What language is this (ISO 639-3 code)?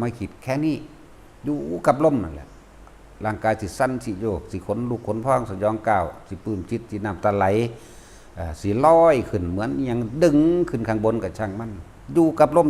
lao